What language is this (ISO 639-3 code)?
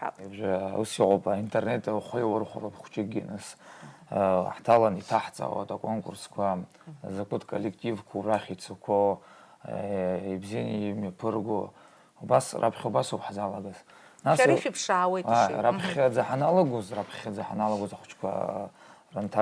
abk